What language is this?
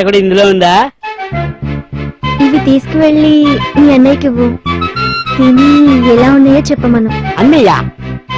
Telugu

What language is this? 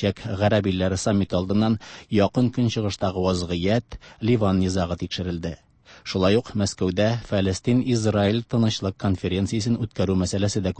Tatar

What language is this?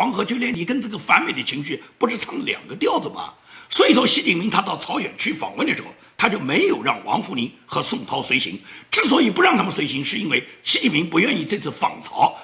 Chinese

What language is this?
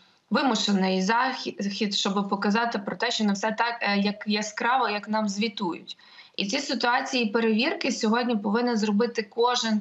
Ukrainian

